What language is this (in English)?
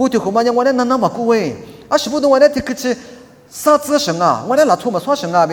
Lisu